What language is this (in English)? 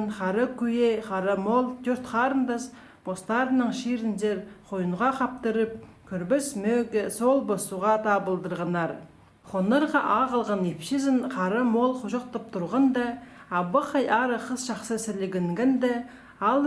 Khakas